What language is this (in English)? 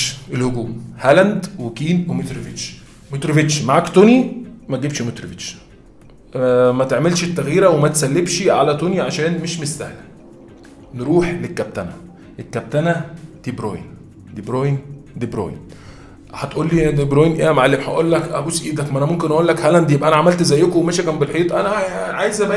Egyptian Arabic